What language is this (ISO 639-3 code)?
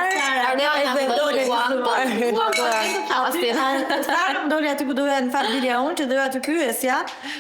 sqi